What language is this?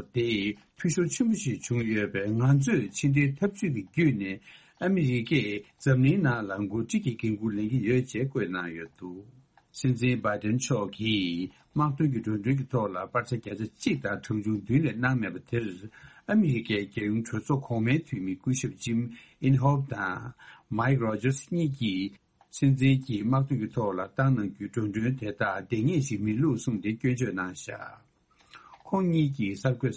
Tibetan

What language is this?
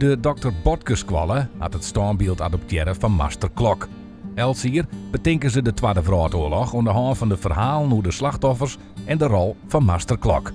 Western Frisian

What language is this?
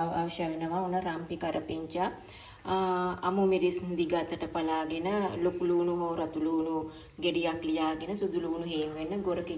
Sinhala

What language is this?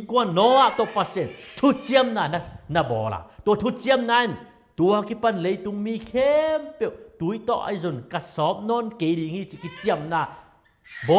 Tedim Chin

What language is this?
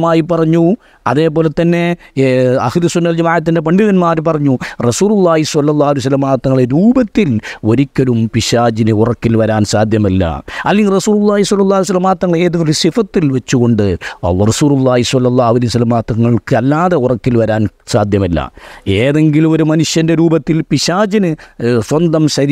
Malayalam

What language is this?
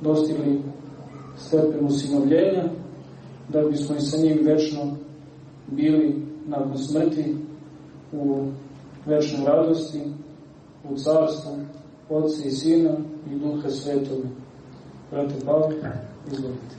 Serbian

